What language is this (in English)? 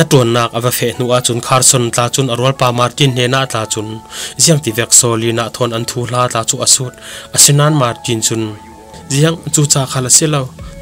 Falam Chin